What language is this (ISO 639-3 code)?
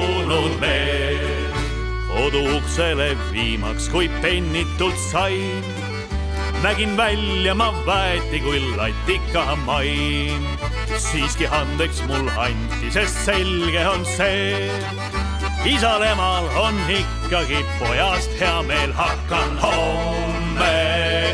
est